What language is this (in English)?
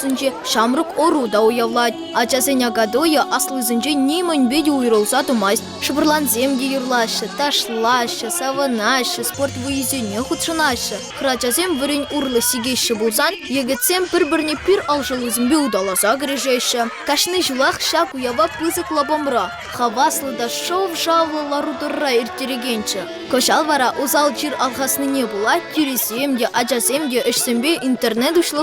Chuvash